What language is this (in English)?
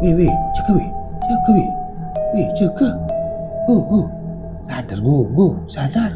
Madurese